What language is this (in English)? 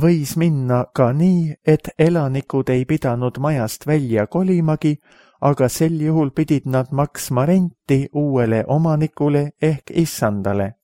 Estonian